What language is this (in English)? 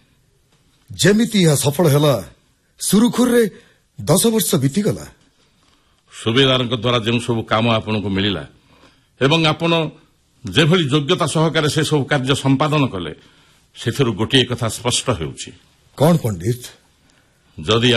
Odia